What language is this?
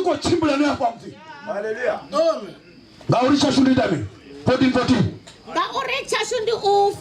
Venda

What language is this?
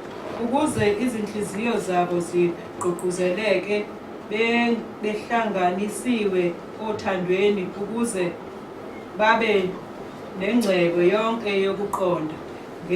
Zulu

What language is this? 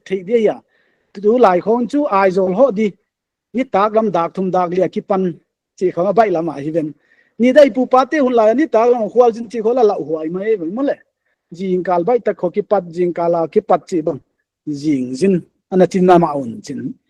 Paite Chin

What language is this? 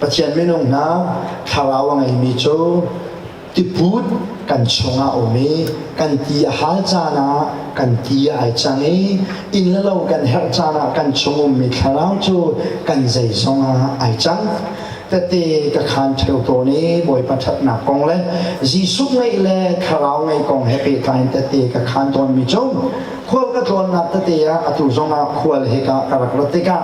Hakha Chin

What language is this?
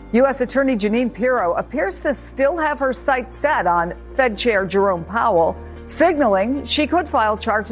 English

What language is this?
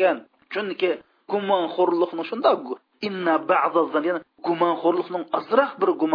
Uyghur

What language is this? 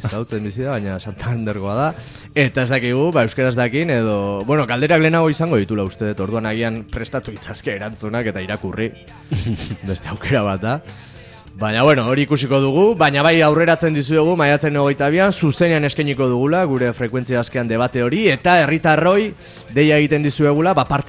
Basque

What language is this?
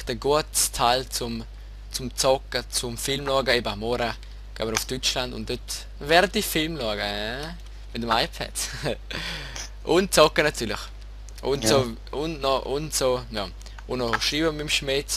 Swiss German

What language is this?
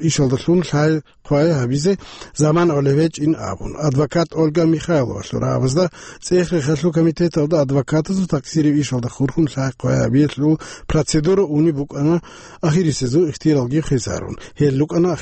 Avaric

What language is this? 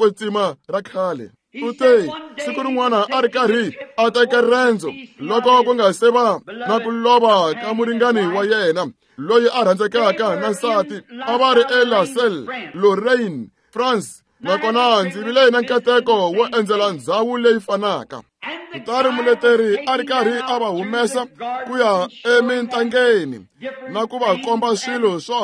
Tsonga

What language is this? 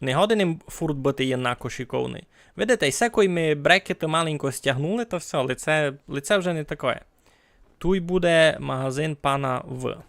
Rusyn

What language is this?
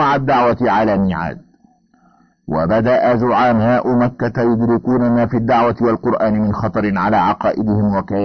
Arabic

